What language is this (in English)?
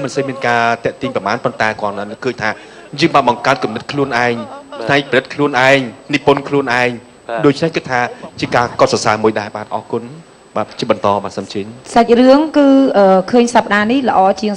Khmer